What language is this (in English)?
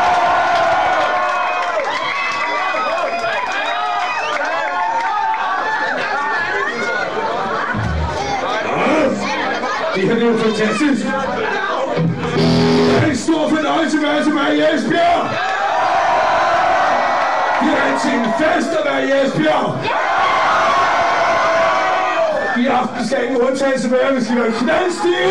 Danish